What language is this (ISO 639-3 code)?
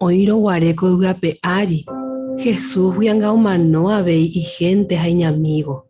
grn